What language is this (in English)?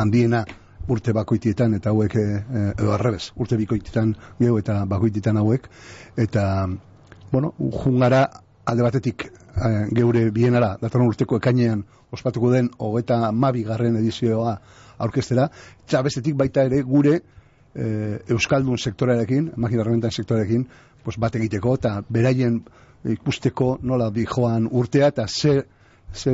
Basque